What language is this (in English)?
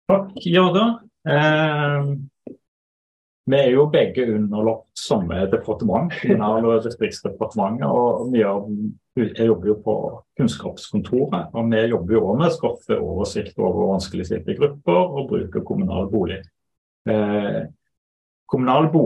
Norwegian